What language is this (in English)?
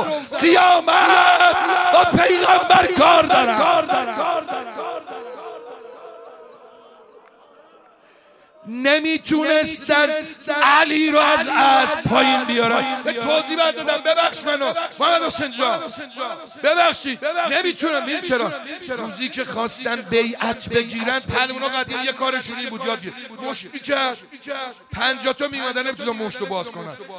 Persian